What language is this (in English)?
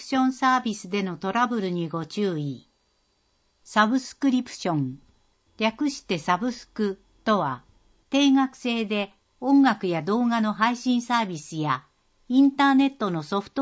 Japanese